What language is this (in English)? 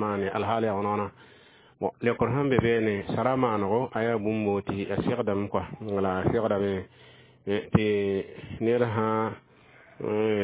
Mossi